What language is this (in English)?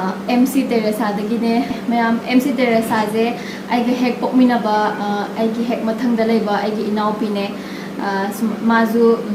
Manipuri